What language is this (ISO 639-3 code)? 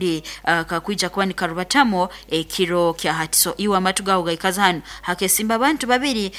nyn